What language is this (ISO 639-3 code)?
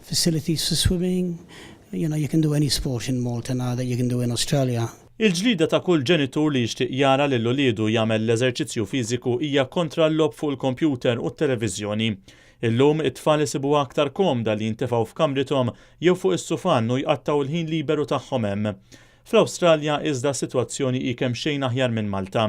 mlt